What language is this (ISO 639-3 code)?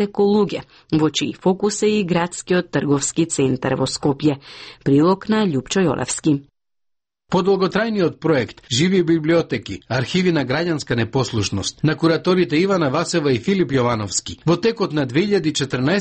mkd